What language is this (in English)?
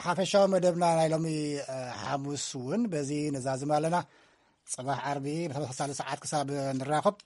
Tigrinya